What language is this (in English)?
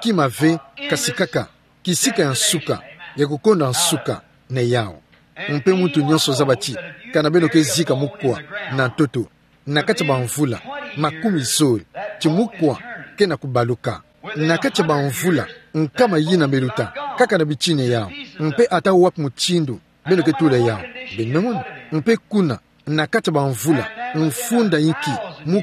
Kituba (Democratic Republic of Congo)